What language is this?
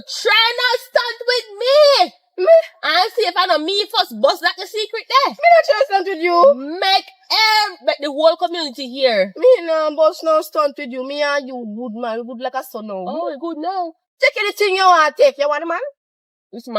Jamaican Creole English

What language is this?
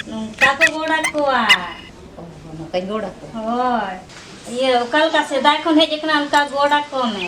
Santali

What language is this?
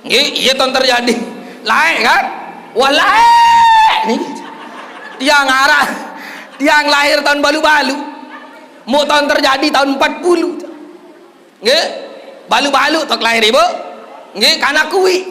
Sasak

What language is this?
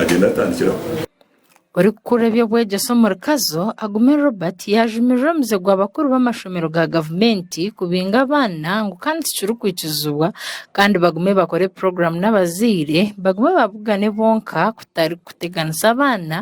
Nyankole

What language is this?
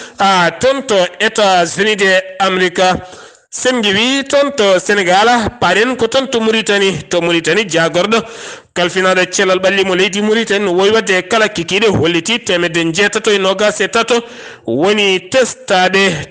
Fula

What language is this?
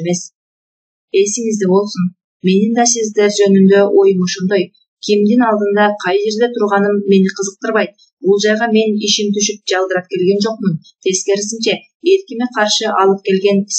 Kyrgyz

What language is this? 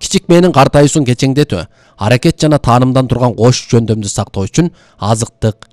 Kyrgyz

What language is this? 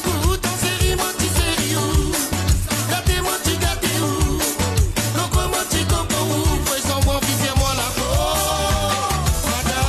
Morisyen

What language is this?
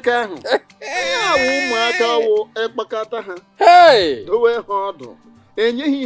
Igbo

